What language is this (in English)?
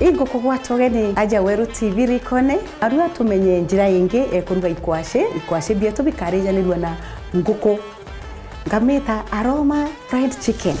Meru